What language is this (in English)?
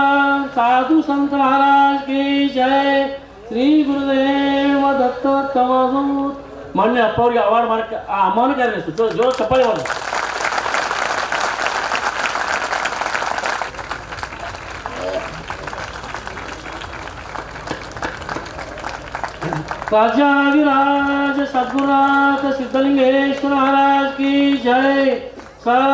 Kannada